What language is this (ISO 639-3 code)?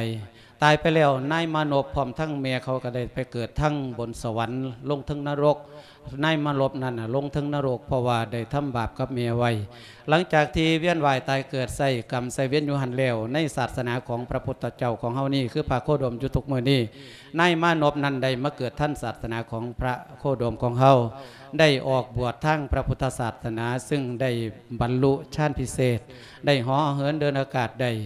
lao